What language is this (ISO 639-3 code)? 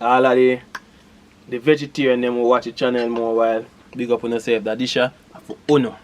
jam